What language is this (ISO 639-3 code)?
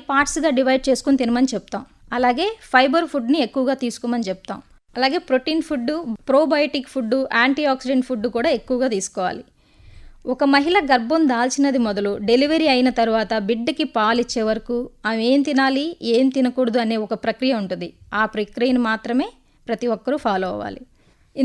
tel